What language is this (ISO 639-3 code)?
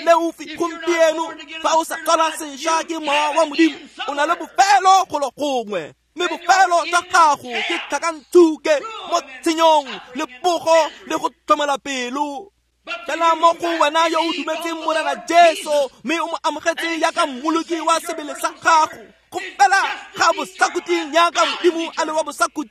tsn